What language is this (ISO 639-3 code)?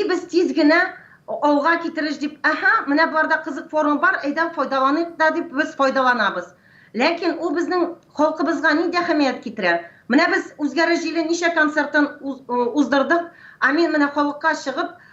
tat